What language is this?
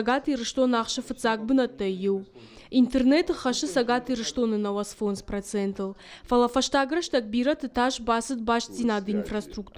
Ossetic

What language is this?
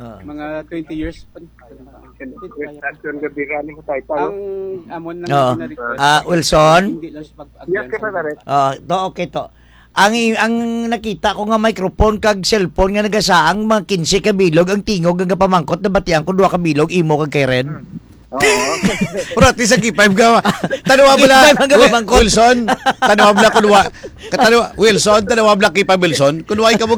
Hiligaynon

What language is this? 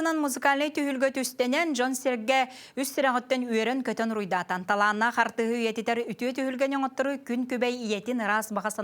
Yakut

